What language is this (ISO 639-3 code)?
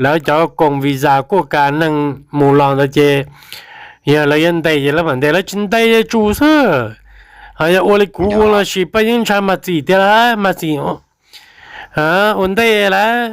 hmn